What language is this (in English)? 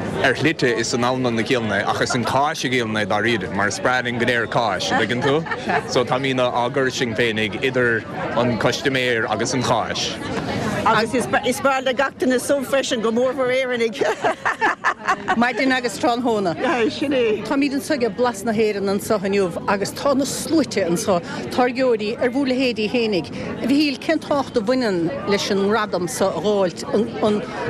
Irish